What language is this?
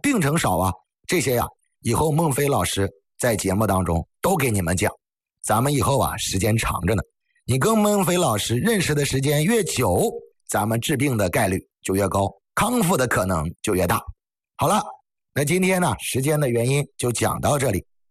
Chinese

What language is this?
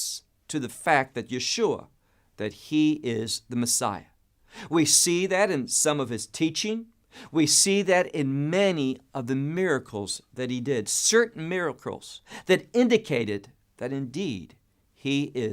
English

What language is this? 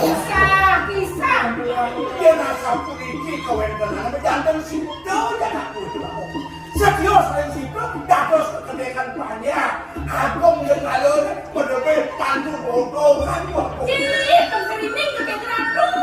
Balinese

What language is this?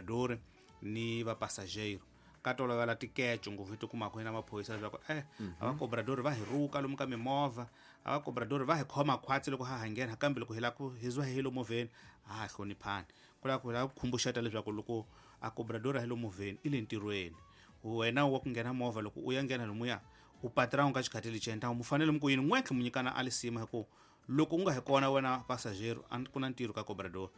Tsonga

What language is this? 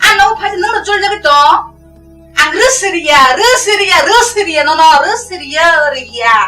Kok Borok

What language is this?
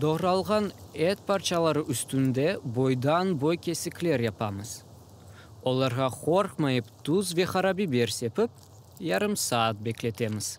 Crimean Tatar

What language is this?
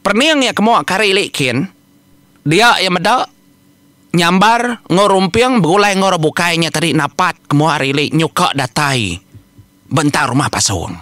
Iban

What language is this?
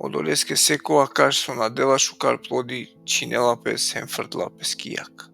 Balkan Romani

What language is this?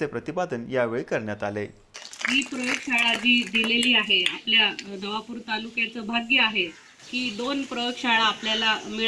Marathi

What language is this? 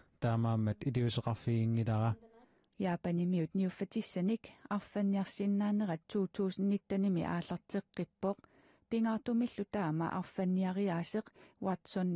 Kalaallisut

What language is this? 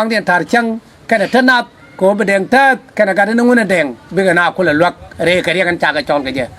Nuer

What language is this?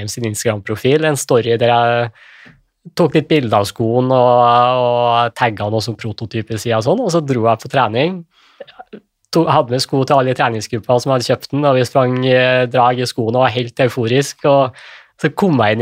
Norwegian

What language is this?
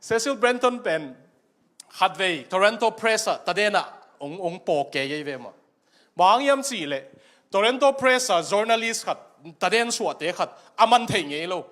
Tedim Chin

